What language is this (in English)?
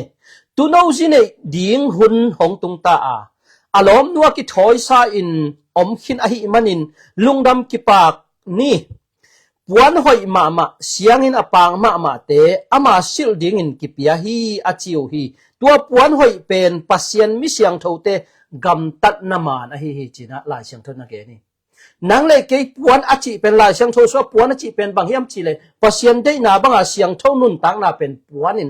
Tedim Chin